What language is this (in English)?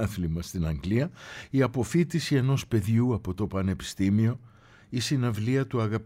Greek